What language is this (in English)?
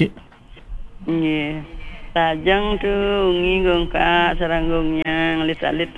Balinese